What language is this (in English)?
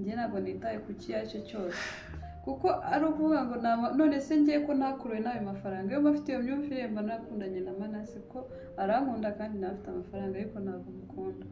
Kinyarwanda